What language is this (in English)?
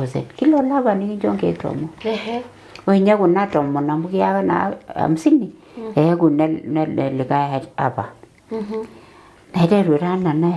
Masai